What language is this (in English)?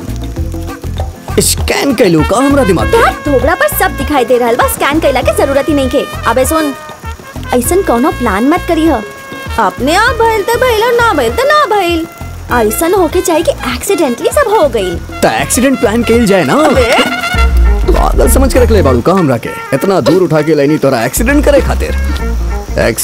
Bhojpuri